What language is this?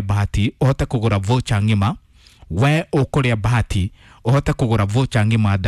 Kikuyu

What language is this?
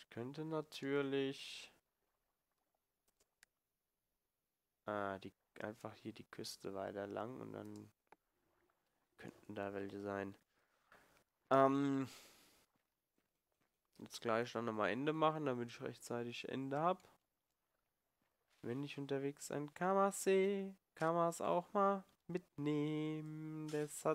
German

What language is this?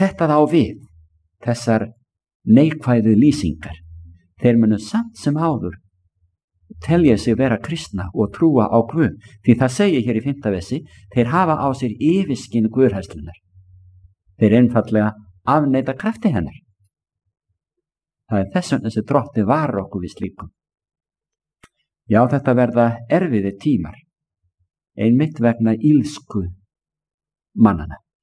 Icelandic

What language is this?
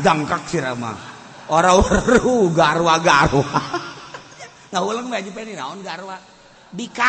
Sundanese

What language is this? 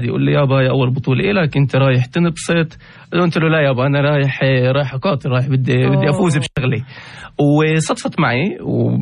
North Levantine Arabic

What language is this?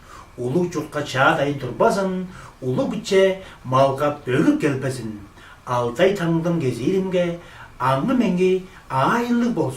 Tuvinian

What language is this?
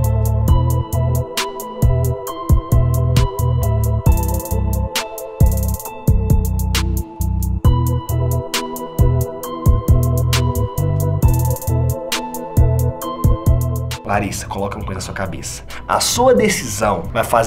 Portuguese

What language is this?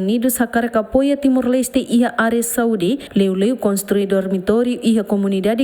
Tetum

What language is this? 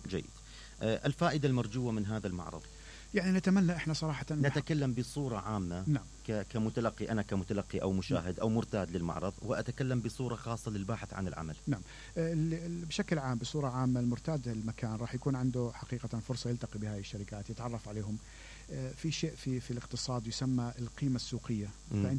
Mesopotamian Arabic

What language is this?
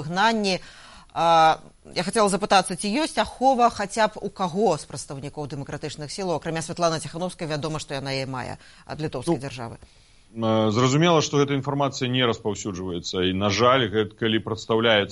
Belarusian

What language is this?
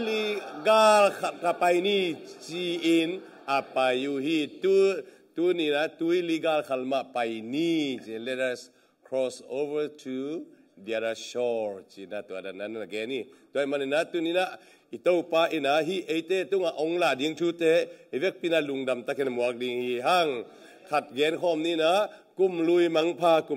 Tedim Chin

